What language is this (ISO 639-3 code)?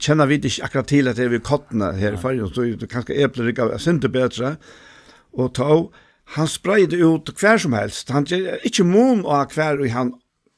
fao